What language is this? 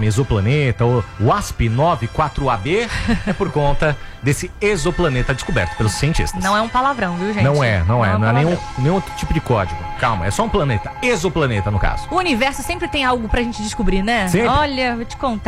Portuguese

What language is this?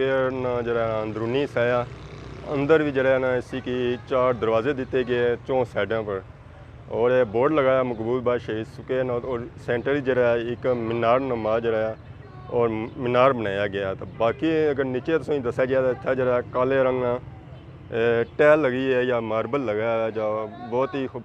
Pahari-Potwari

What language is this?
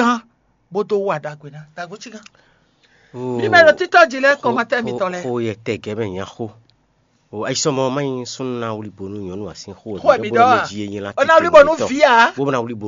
Fon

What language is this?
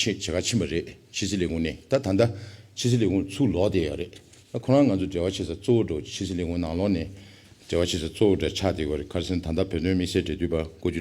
Tibetan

